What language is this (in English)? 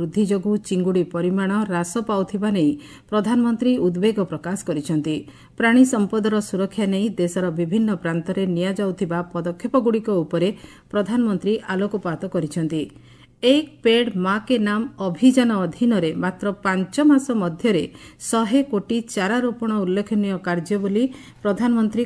Odia